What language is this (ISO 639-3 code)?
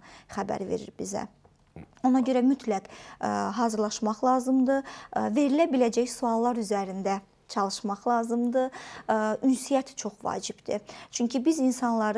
aze